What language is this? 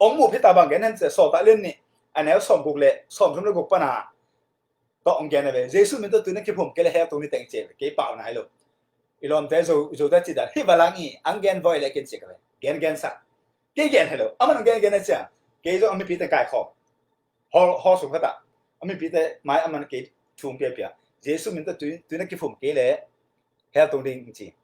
Tedim Chin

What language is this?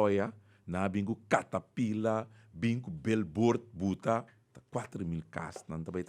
Papiamento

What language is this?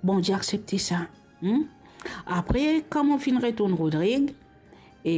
Morisyen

